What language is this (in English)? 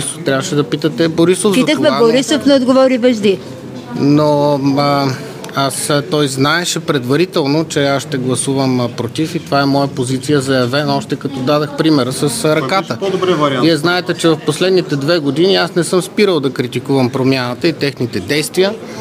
Bulgarian